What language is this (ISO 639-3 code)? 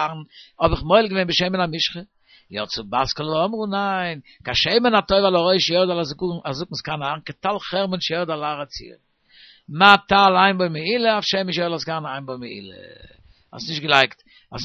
yid